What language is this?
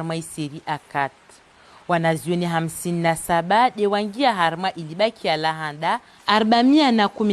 Ngazidja Comorian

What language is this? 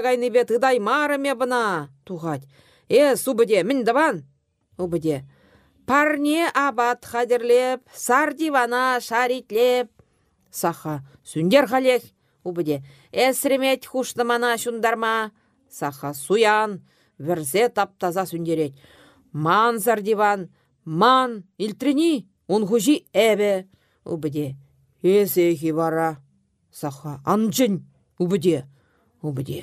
Chuvash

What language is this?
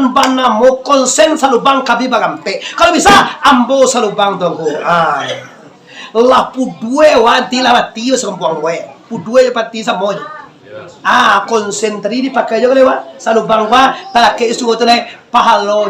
Minangkabau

